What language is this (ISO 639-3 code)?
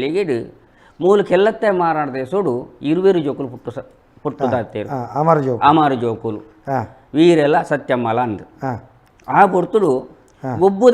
tcy